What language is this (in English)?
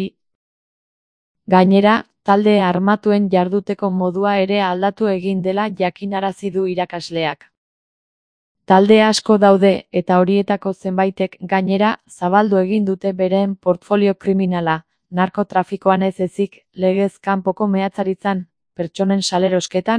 Basque